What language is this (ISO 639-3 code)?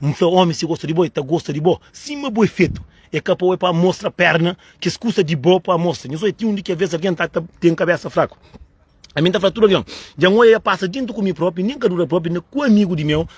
kea